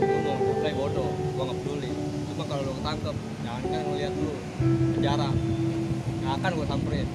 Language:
Betawi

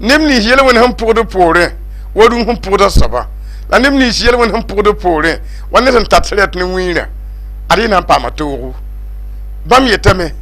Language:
Mossi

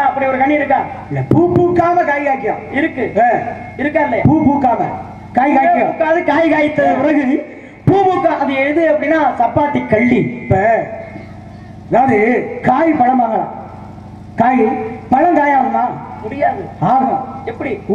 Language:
Tamil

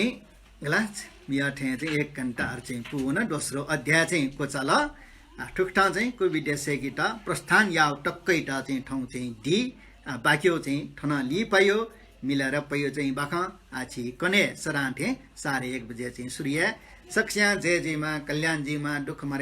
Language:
Newari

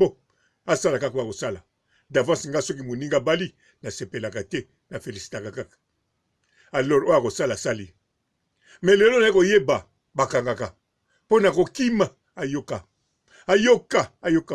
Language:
Lingala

